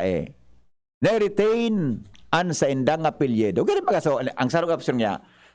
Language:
Bikol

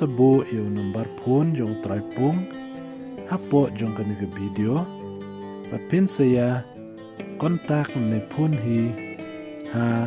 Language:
Khasi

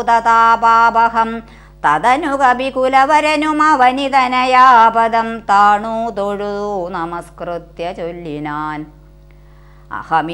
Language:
Malayalam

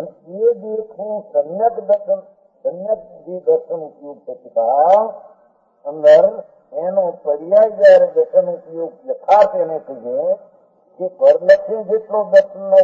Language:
Gujarati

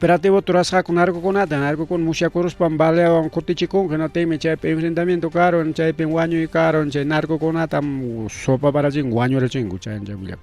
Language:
Ayacucho Quechua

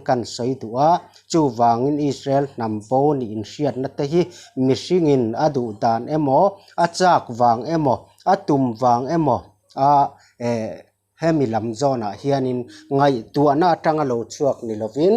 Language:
Mizo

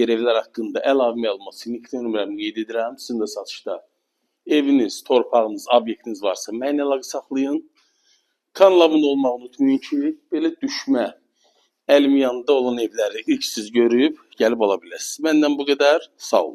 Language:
Azerbaijani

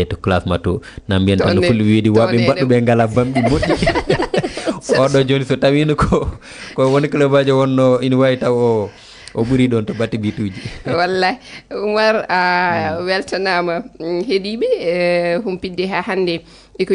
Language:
Fula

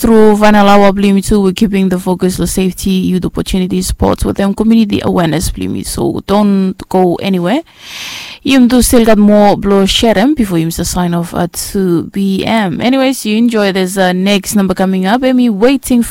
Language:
Bislama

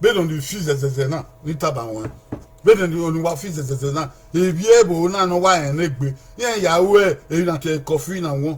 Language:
Bini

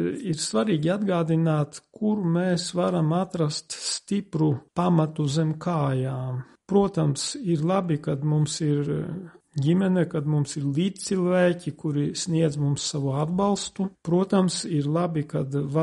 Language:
Latvian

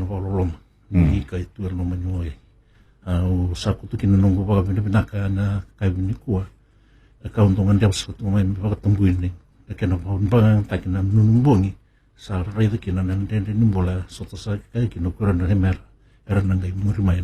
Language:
Fijian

